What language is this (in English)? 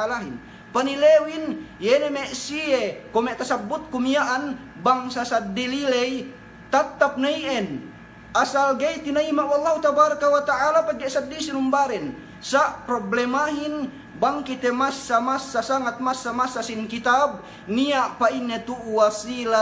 Yakan